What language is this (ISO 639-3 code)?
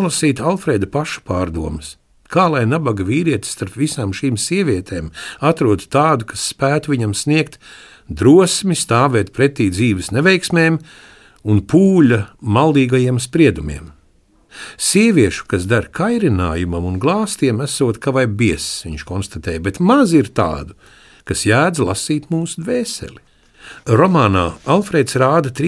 lav